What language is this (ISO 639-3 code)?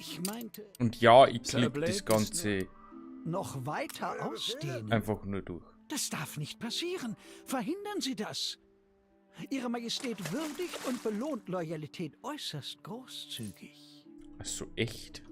bar